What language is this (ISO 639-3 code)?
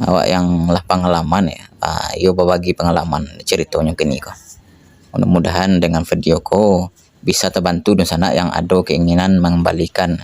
min